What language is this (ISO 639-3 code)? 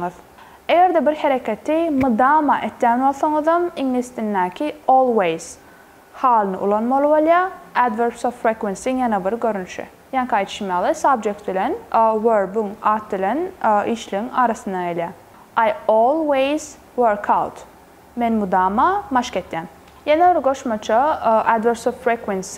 tuk